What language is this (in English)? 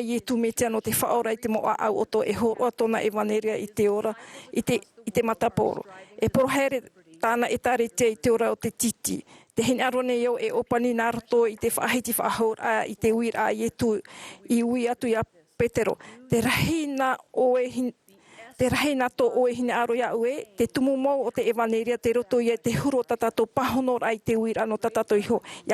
Tahitian